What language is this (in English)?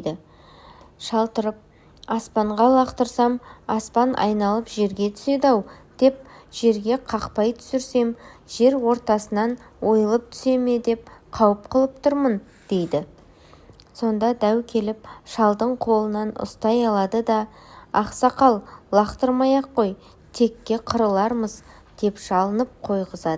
Kazakh